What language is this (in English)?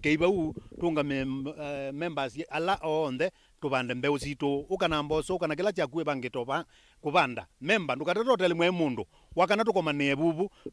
Kamba